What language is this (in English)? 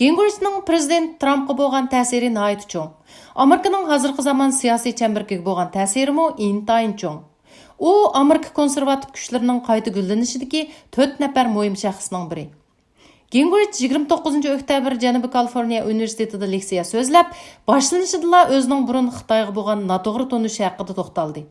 Uyghur